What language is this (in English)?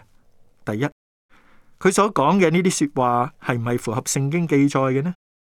Cantonese